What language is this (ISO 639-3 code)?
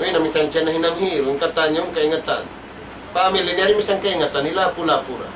tsg